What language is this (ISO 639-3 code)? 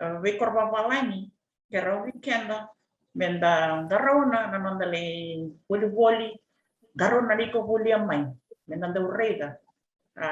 fij